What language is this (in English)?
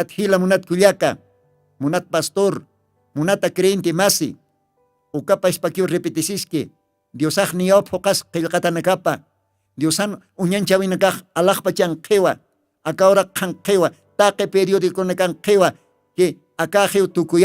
Aymara